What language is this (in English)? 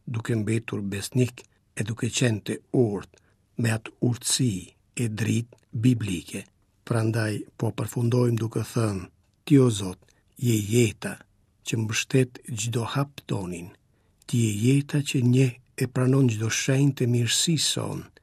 Albanian